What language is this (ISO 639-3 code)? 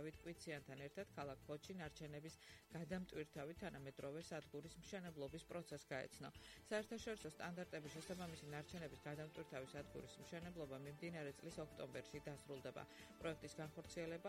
kat